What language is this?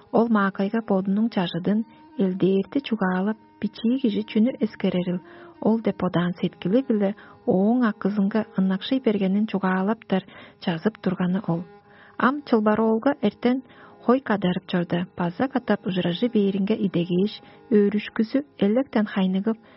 Tuvinian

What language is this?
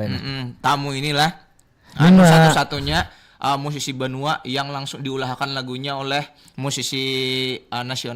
Banjar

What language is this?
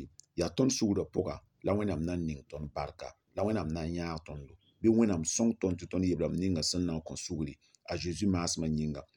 Mossi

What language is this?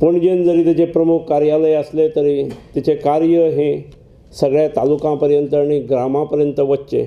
Konkani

